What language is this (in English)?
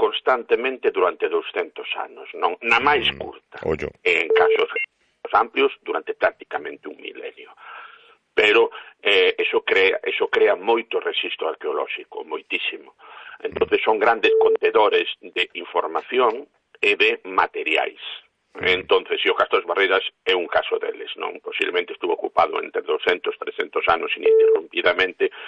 Galician